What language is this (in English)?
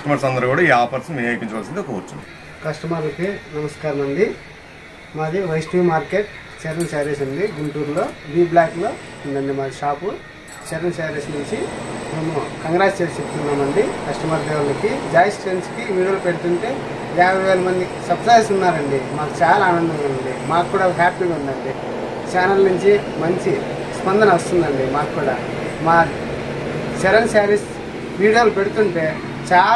Telugu